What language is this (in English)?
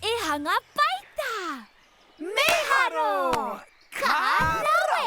Māori